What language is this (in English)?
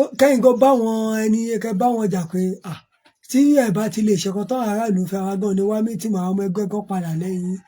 Yoruba